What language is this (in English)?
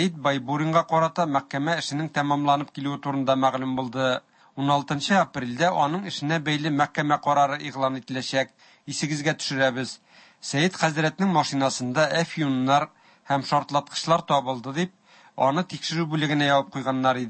Tatar